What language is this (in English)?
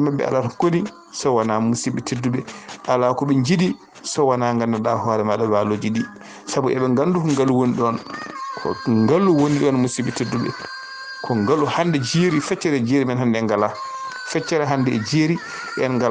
Fula